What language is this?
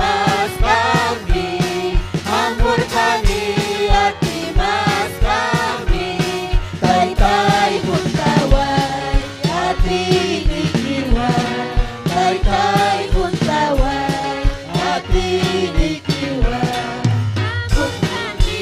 Ayacucho Quechua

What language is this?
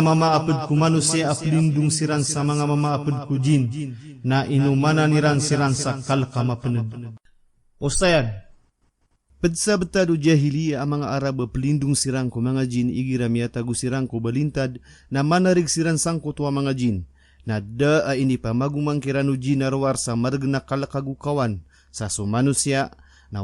Maranao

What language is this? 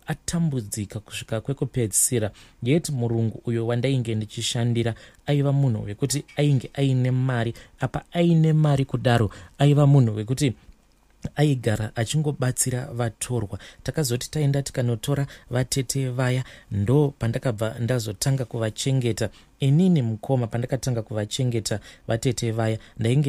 Shona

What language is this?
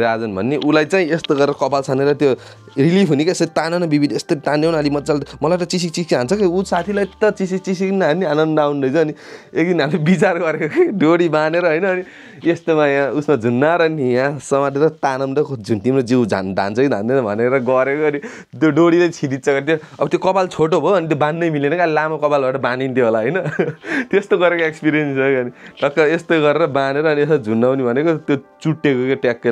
Nepali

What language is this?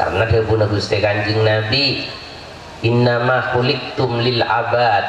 Madurese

